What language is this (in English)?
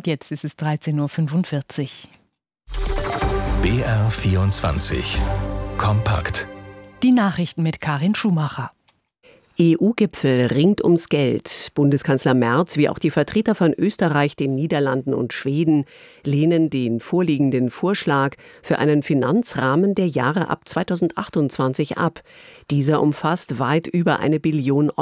German